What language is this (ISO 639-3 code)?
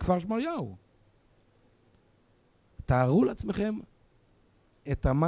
heb